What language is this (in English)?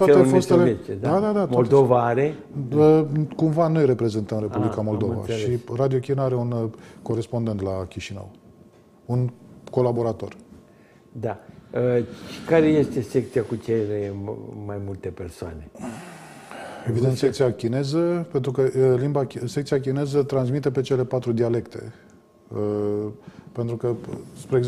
Romanian